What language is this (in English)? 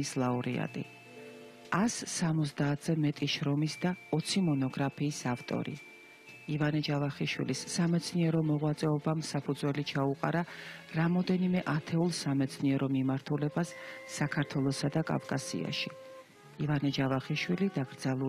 Georgian